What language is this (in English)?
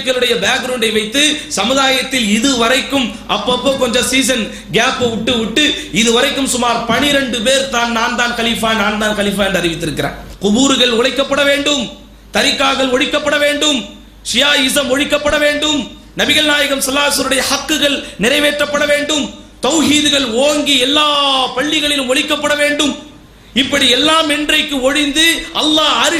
Tamil